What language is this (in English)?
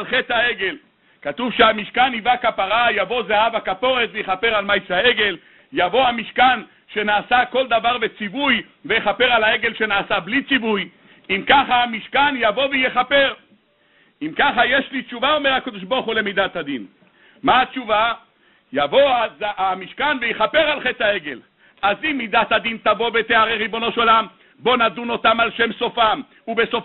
Hebrew